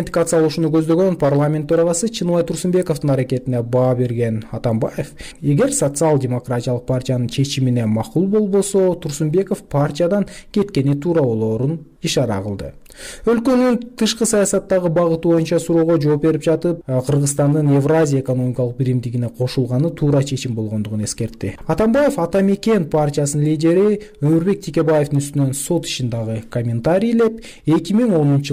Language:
Kyrgyz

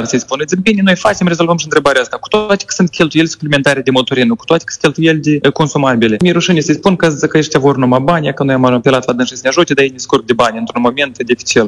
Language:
Romanian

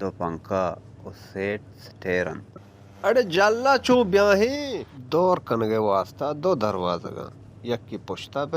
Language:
Baluchi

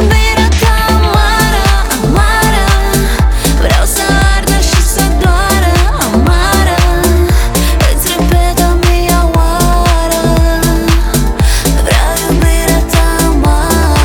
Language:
Romanian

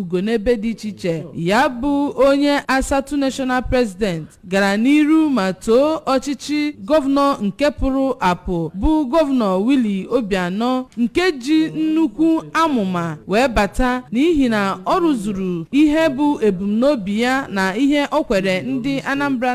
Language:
Igbo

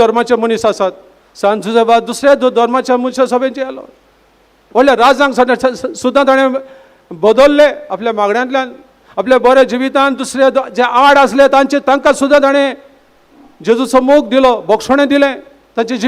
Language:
Konkani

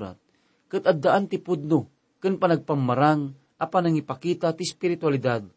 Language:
Iloko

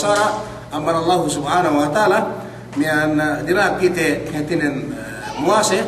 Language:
Yakan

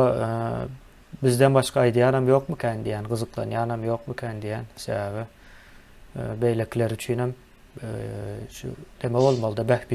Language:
Turkmen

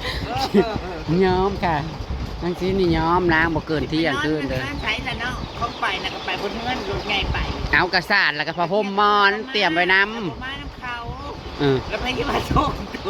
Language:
Northeastern Thai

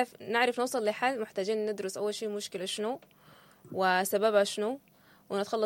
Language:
Sudanese Arabic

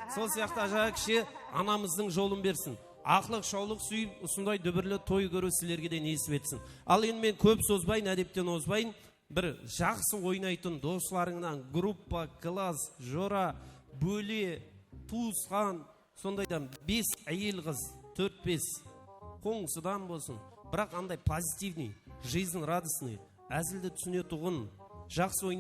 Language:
Kara-Kalpak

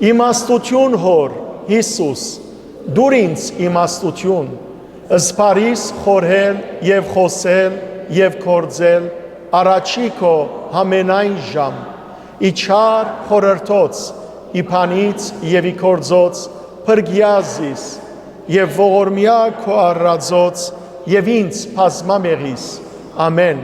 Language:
Western Armenian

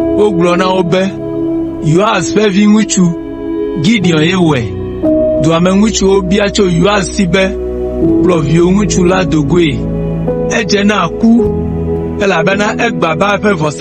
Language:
Ewe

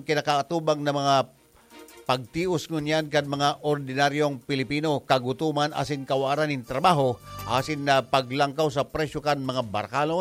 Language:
Bikol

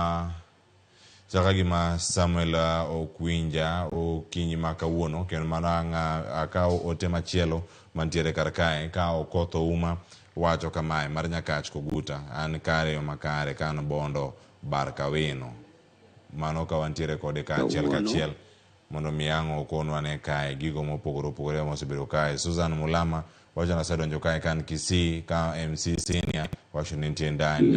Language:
Luo (Kenya and Tanzania)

